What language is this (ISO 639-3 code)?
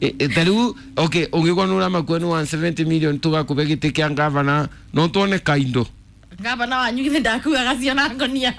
kik